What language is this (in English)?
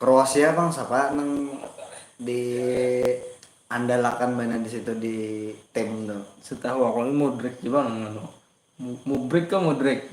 Banjar